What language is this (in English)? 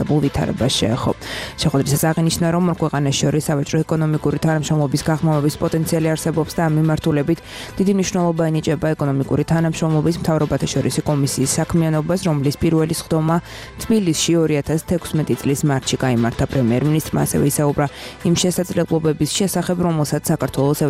Georgian